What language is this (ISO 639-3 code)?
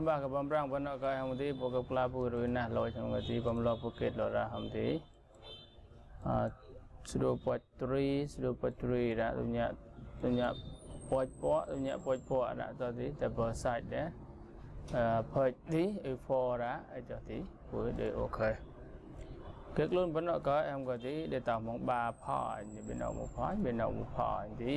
vie